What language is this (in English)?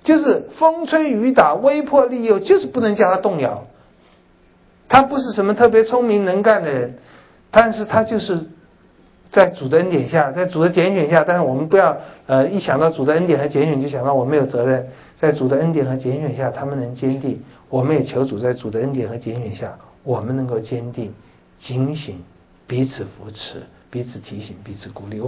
Chinese